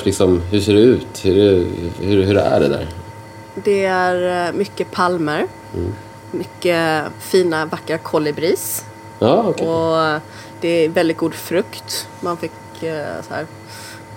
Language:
Swedish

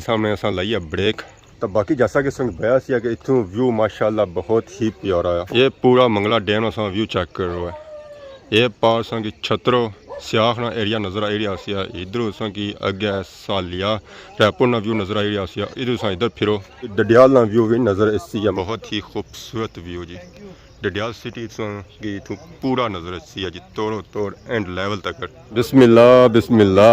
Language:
Pahari-Potwari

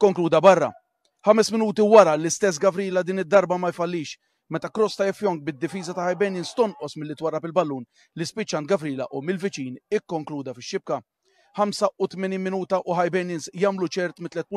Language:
Maltese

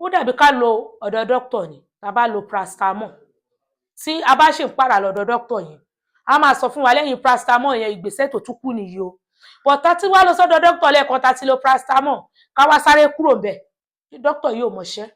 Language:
Yoruba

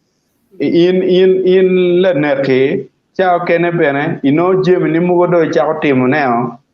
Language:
Acoli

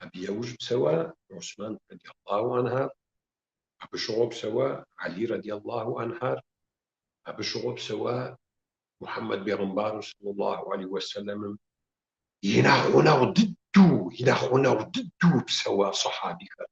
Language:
Kabardian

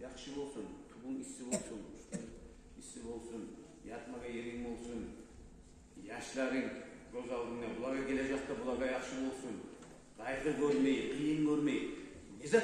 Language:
Kumyk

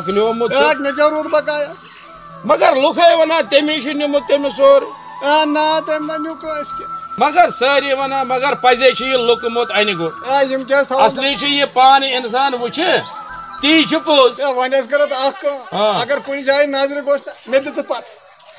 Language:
Kashmiri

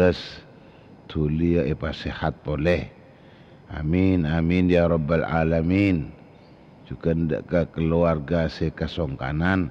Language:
Madurese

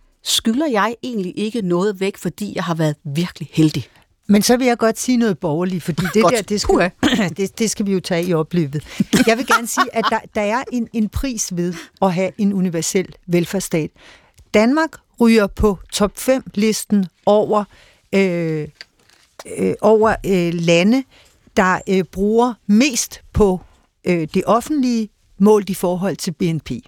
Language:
Danish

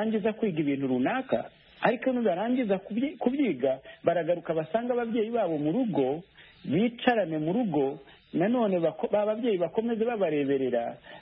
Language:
Kinyarwanda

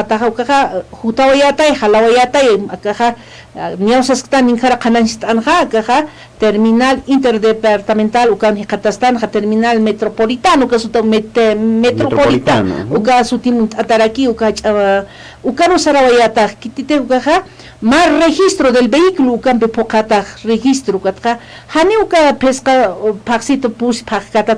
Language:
Aymara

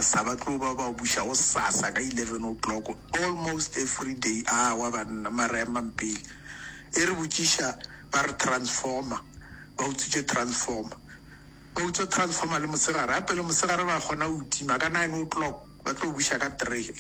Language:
Northern Sotho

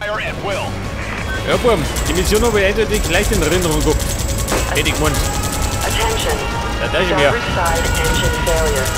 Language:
Bavarian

